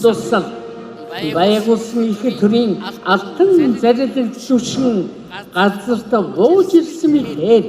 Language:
Mongolian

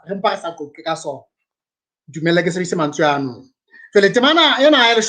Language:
Southern Sotho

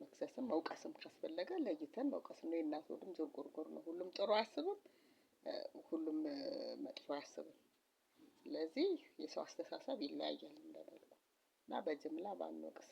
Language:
Amharic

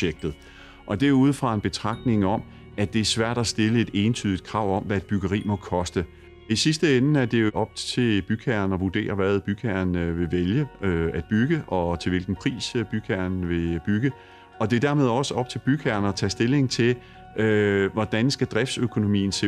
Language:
Danish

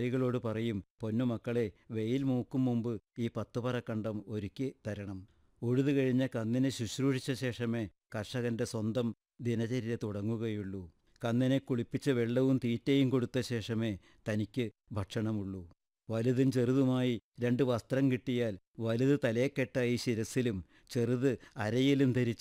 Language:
Malayalam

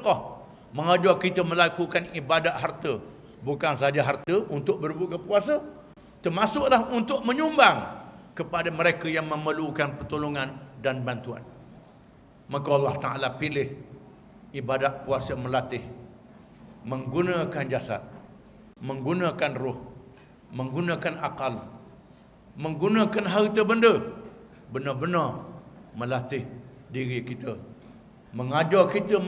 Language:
Malay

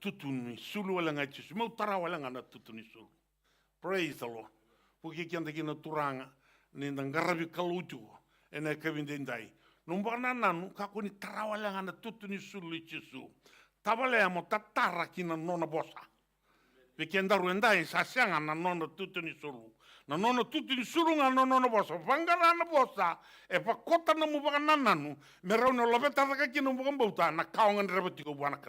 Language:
Fijian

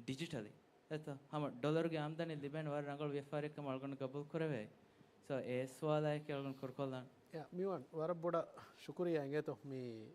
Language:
Divehi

